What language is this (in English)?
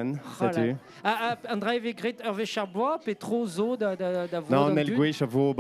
Breton